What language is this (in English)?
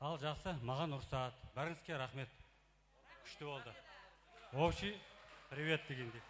Kara-Kalpak